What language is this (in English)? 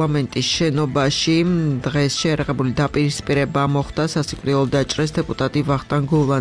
Georgian